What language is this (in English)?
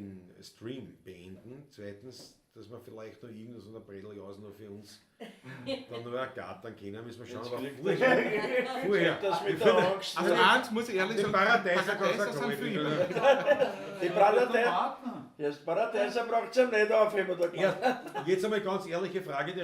Bavarian